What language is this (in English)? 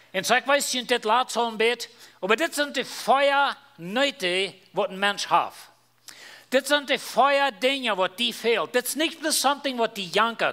Plautdietsch